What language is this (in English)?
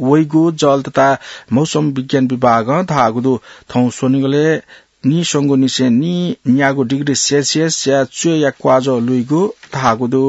Newari